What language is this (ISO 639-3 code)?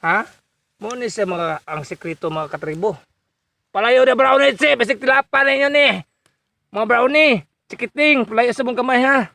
ceb